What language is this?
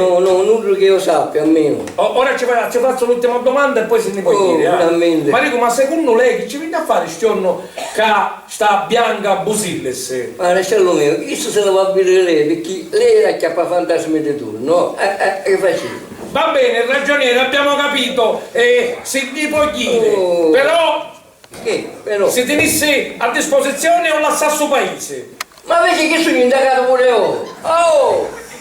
Sicilian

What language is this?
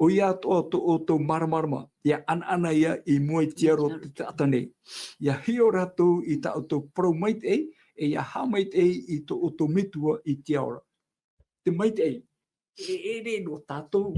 Tahitian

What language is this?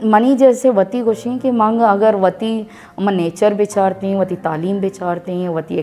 Baluchi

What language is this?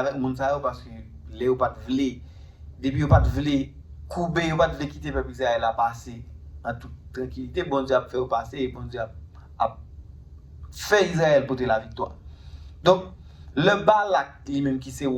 Haitian Creole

